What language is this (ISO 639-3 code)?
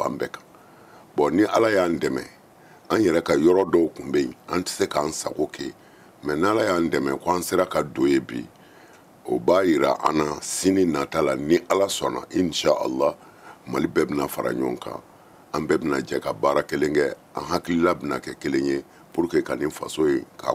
bam